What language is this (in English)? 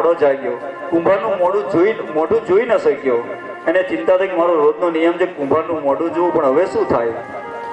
Gujarati